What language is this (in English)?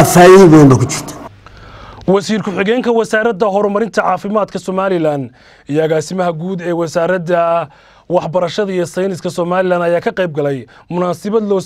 Somali